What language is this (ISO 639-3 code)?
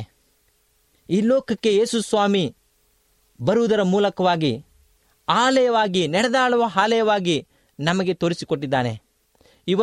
kan